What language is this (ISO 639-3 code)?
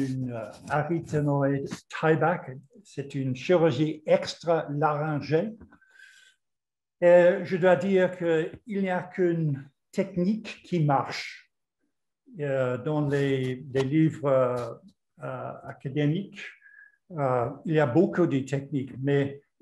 fra